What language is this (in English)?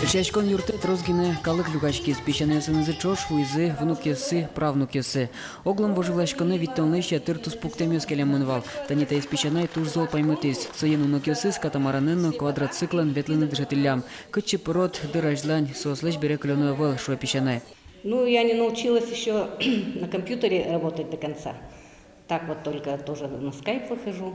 Udmurt